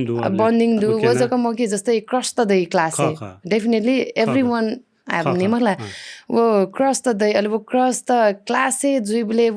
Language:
Newari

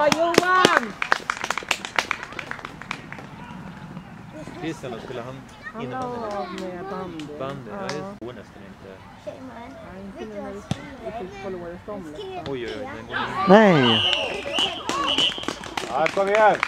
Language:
Swedish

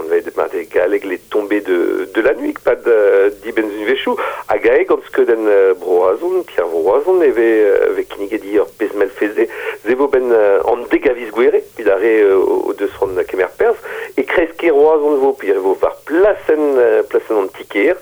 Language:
Breton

